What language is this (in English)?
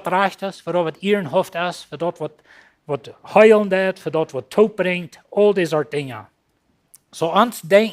Plautdietsch